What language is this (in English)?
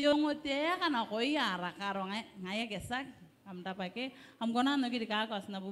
Gilbertese